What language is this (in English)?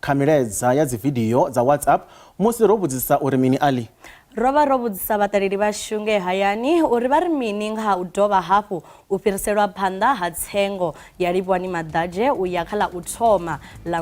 Venda